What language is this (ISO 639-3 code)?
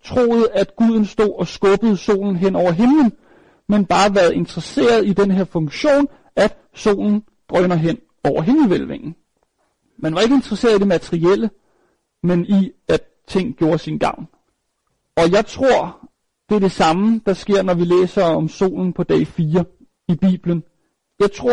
dan